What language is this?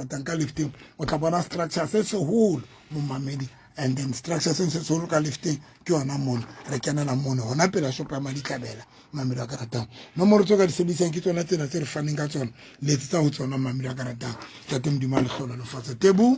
Southern Sotho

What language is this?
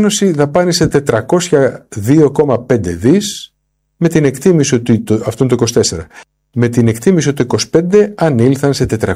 Greek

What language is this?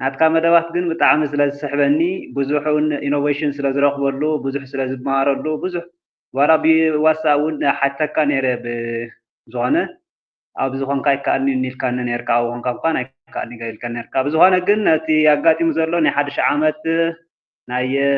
Tigrinya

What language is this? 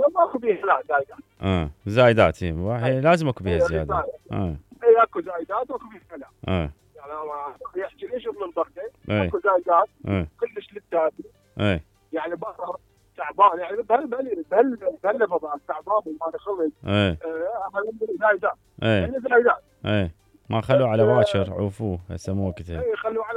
Mesopotamian Arabic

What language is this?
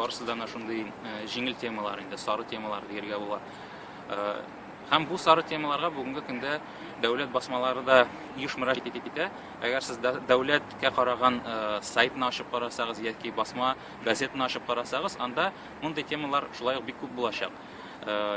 Tatar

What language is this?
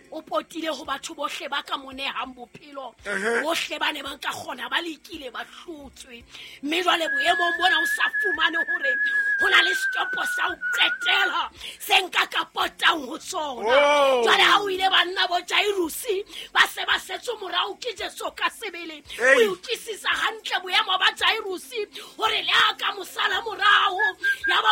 Southern Sotho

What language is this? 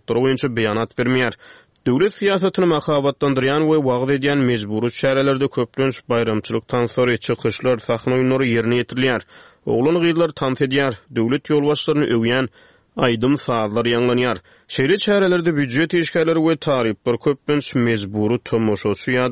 Turkmen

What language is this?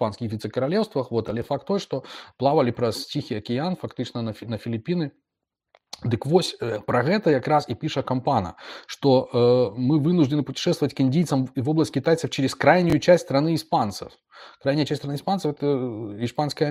Belarusian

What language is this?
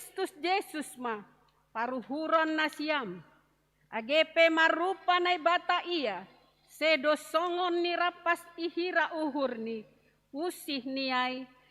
Batak Simalungun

